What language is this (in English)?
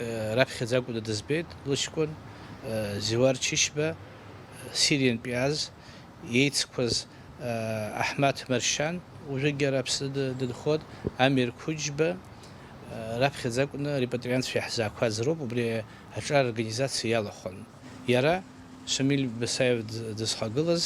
Abkhazian